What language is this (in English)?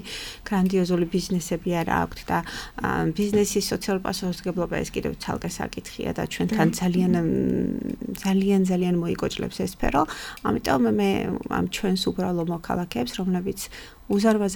Georgian